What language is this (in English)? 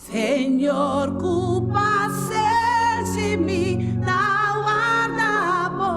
Papiamento